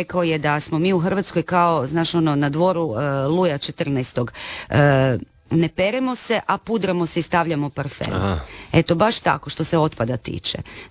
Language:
Croatian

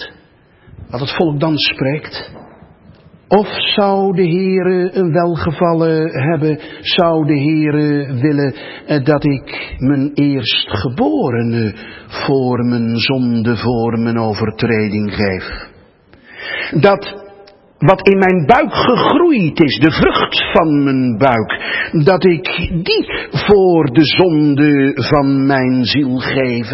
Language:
Dutch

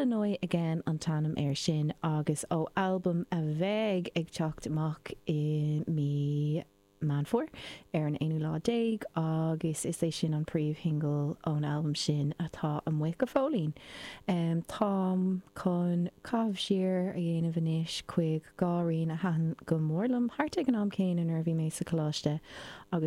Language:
Irish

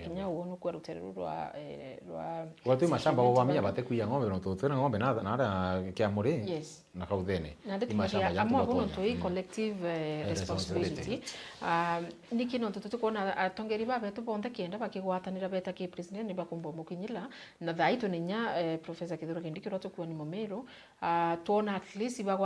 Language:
Meru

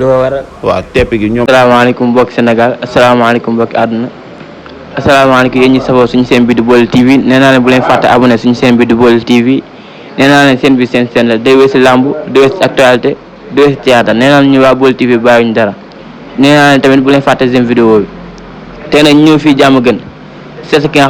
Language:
Wolof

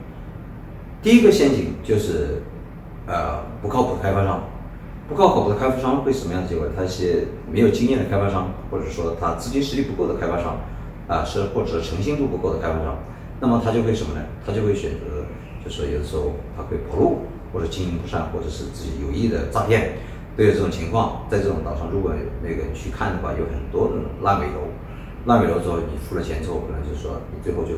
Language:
Chinese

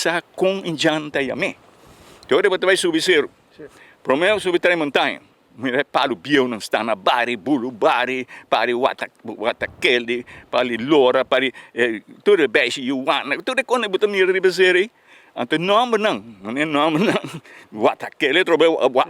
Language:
Papiamento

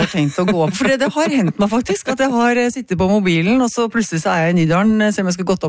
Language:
Norwegian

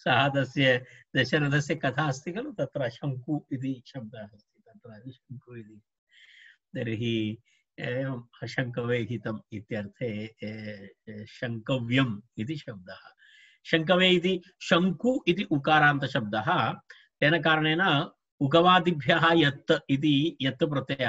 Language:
Sanskrit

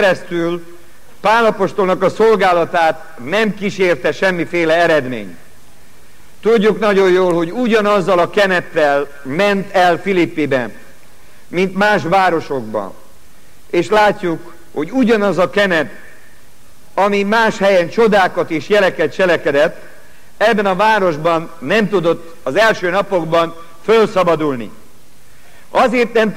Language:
Hungarian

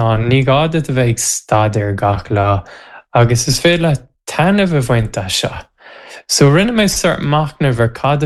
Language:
Irish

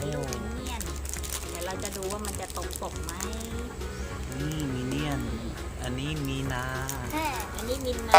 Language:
Lao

